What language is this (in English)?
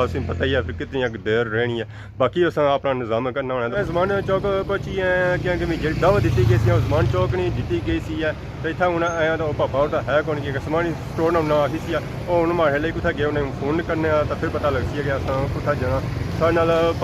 Pahari-Potwari